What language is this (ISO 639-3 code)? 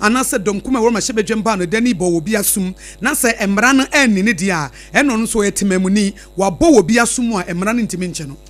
aka